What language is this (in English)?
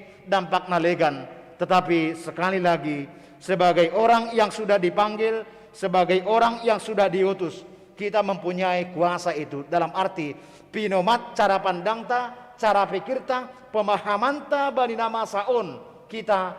Batak Simalungun